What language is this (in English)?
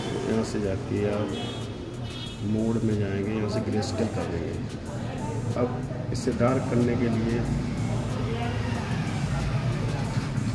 Hindi